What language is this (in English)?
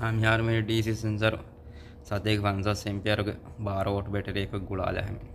Divehi